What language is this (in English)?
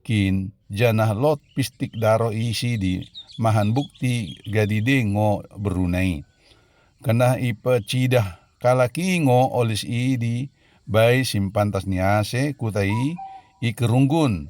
Batak Dairi